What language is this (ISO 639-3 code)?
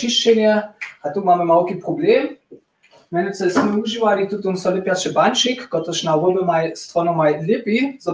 hsb